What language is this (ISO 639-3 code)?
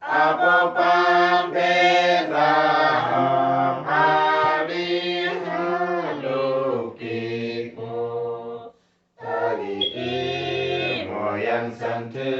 udu